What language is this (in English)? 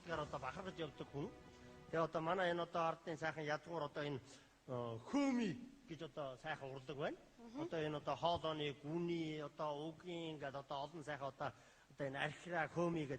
Mongolian